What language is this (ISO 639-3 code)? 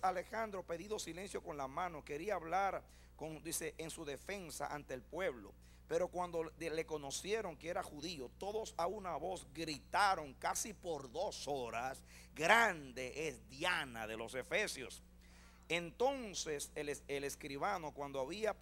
spa